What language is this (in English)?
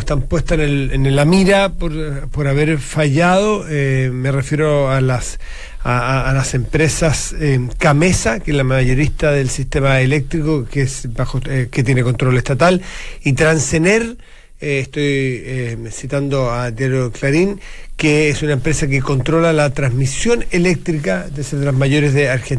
Spanish